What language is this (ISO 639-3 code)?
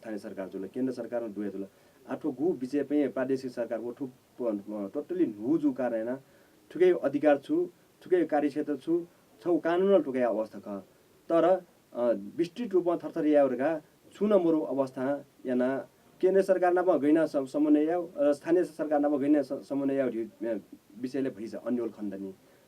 new